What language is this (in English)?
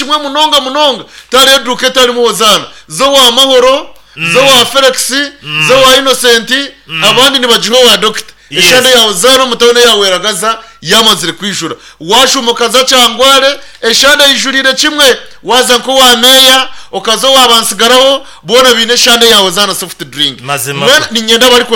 Nyankole